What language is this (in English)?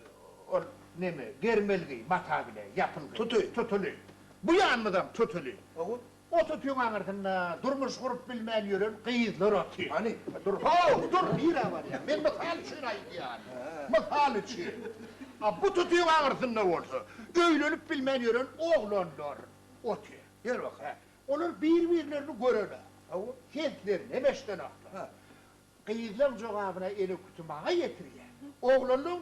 Turkmen